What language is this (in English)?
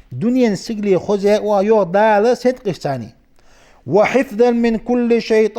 Ingush